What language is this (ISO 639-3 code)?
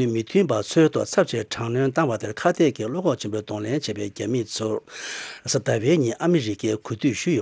bod